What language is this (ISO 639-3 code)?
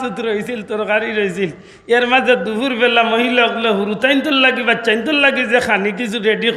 syl